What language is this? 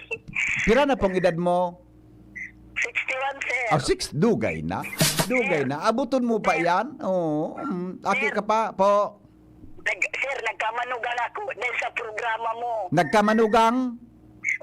Bikol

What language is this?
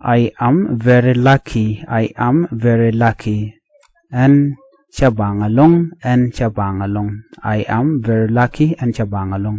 Nuer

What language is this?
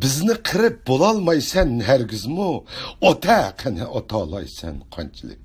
Uyghur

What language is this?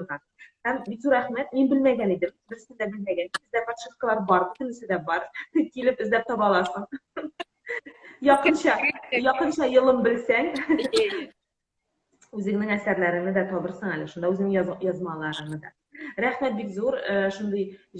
Tatar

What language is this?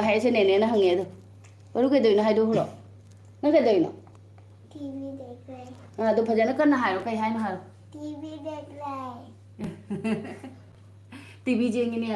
Manipuri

